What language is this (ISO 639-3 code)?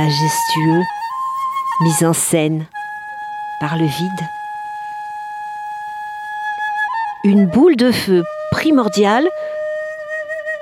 fra